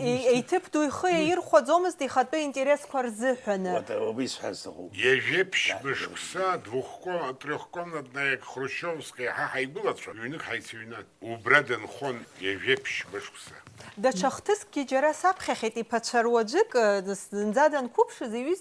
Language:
Abkhazian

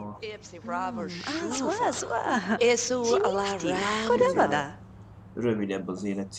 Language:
Hungarian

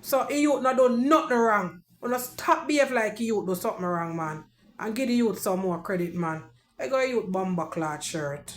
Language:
Jamaican Creole English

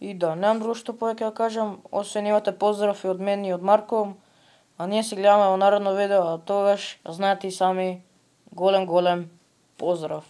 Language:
Macedonian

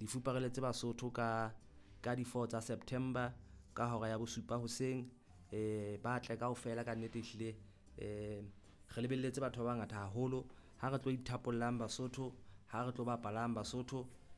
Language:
Southern Sotho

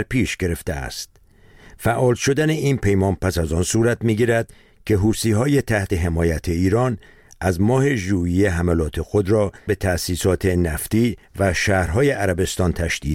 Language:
Persian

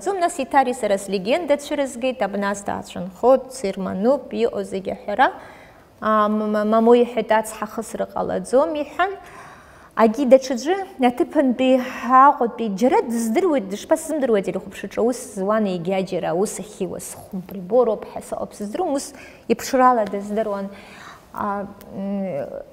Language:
Abkhazian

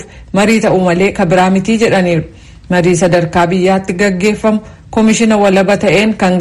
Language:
Oromo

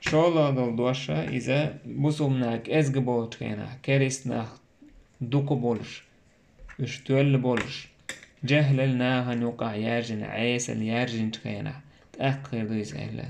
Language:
Chechen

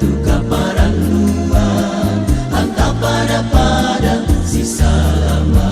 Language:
Toraja-Sa'dan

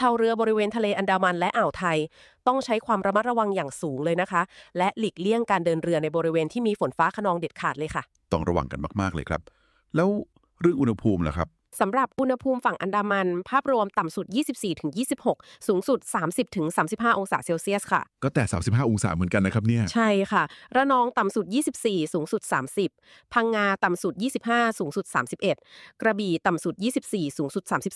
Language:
Thai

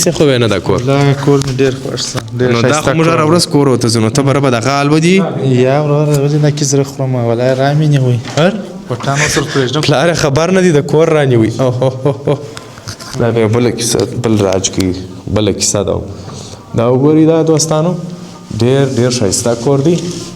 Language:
Pashto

